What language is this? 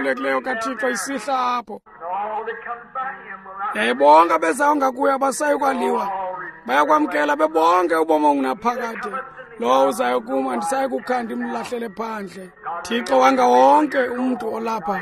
Xhosa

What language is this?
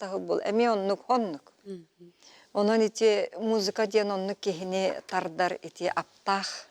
Yakut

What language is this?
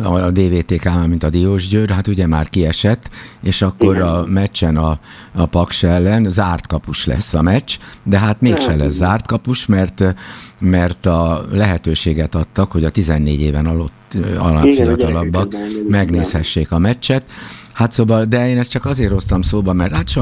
Hungarian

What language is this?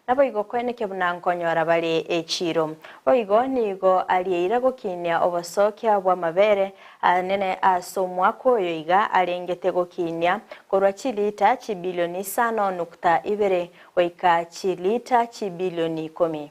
Gusii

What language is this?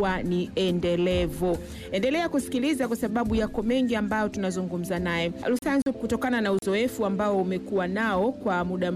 Swahili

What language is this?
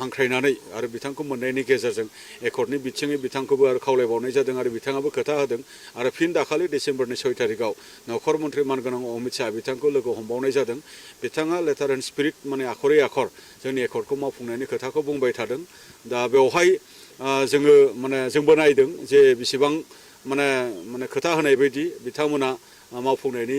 Bodo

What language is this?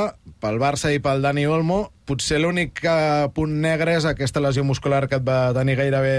Catalan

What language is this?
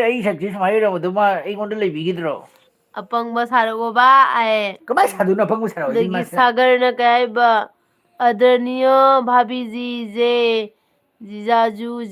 Manipuri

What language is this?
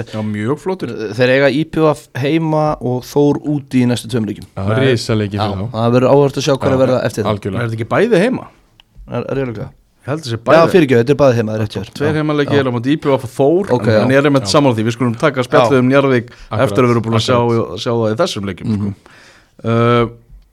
Icelandic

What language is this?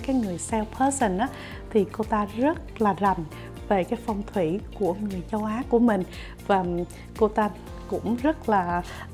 Vietnamese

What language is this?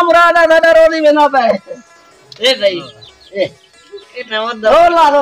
Saraiki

